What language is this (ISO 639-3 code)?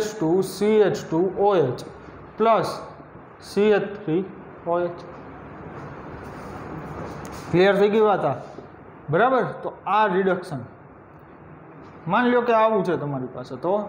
guj